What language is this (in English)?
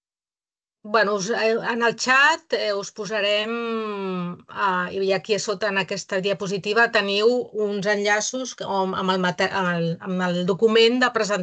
Catalan